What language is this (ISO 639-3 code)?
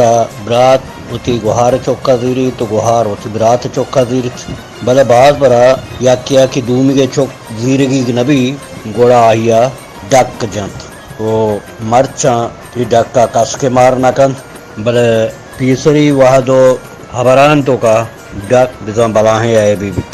bal